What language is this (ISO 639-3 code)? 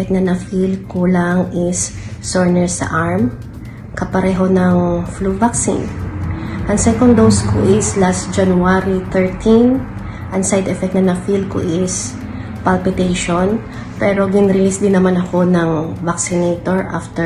hil